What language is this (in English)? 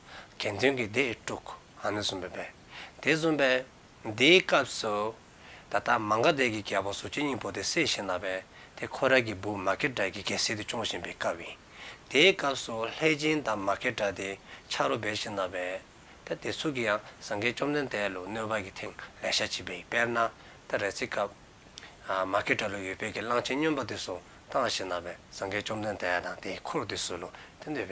Dzongkha